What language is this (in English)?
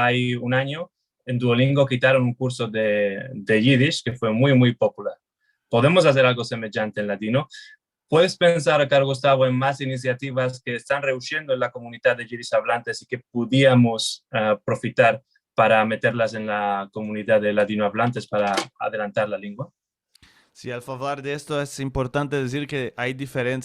Ladino